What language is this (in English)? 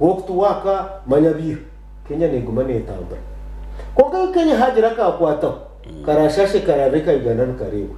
Nyankole